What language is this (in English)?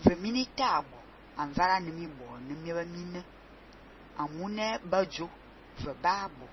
Fang